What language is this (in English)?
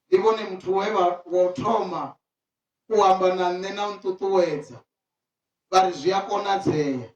Venda